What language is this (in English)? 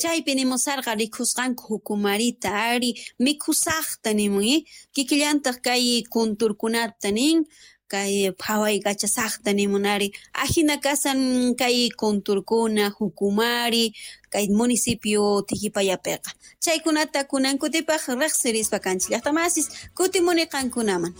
Quechua